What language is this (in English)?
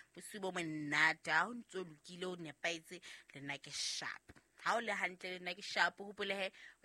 Southern Sotho